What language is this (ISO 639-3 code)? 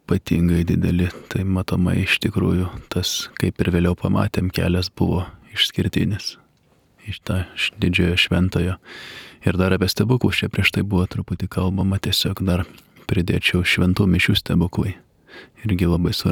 lit